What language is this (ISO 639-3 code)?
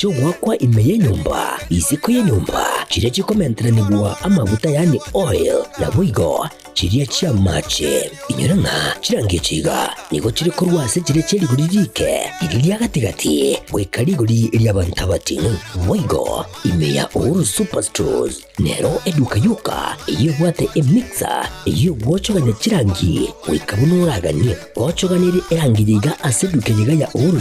guz